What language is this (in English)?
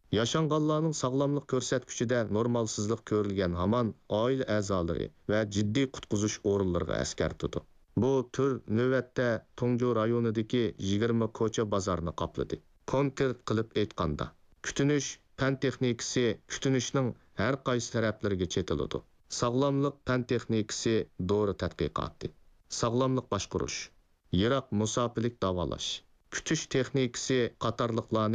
Uyghur